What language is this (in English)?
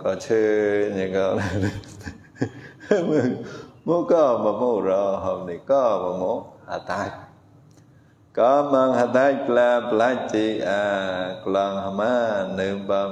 Vietnamese